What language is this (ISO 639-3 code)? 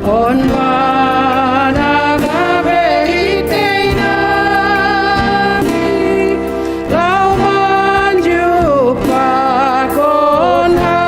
bts